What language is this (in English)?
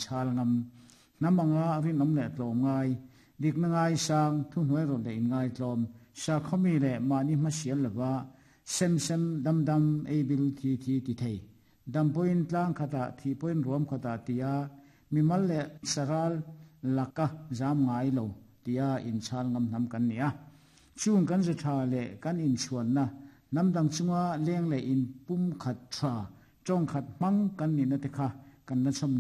Mizo